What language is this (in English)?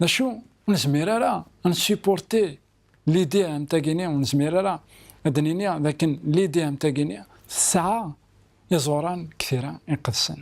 Kabyle